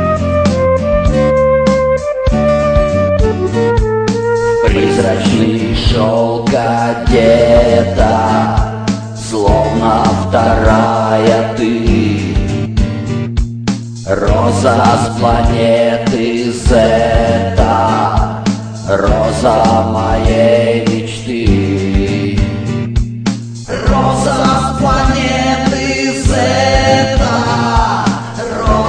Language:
Russian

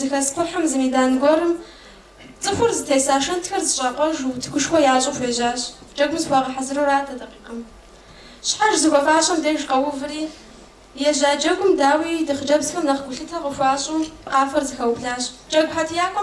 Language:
Kabardian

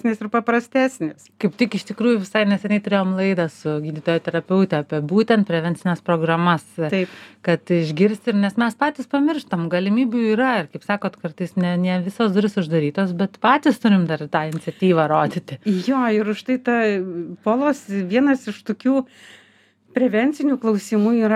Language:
Lithuanian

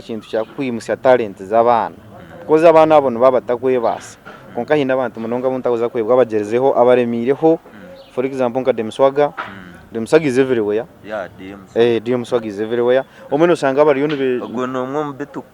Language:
Nyankole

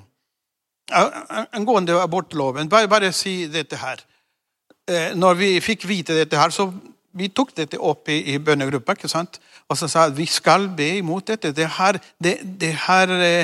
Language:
Norwegian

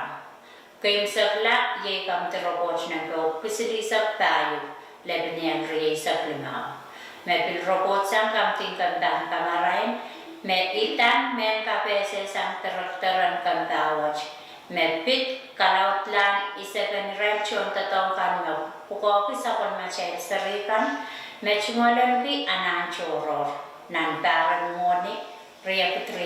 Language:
Pohnpeian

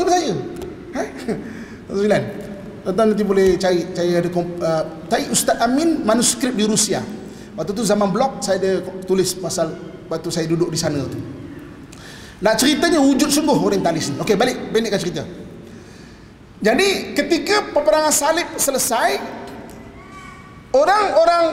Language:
Malay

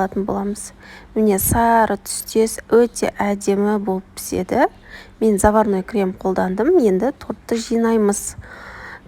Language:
Kazakh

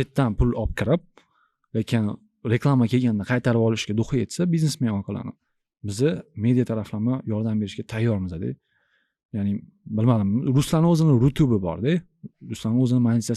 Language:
Uzbek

